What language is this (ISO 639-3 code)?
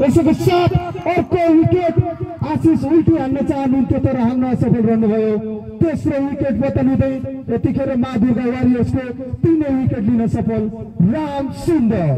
nep